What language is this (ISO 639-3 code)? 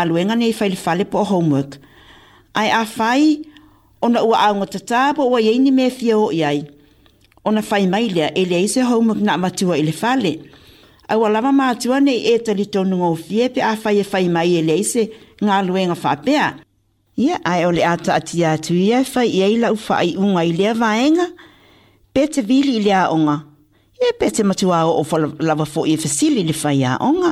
smo